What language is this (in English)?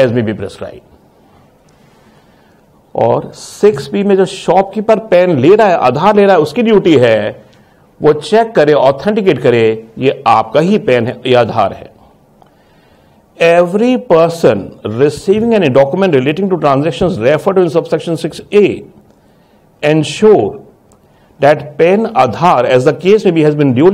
Hindi